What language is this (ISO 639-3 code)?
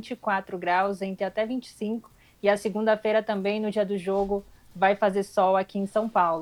por